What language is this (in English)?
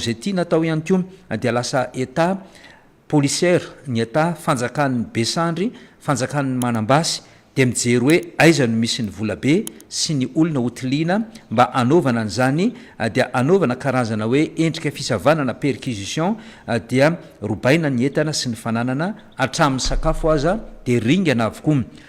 Malagasy